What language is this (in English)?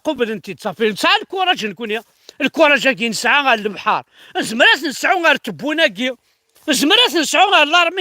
Kabyle